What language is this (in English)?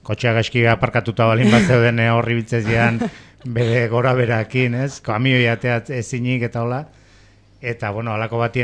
Basque